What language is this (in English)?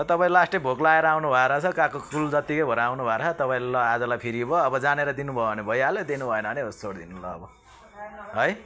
Nepali